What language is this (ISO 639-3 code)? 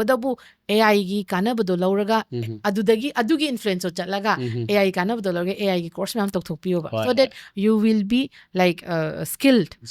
mni